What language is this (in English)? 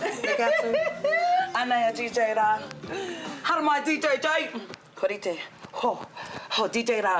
Māori